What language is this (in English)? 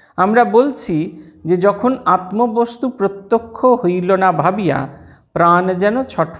Bangla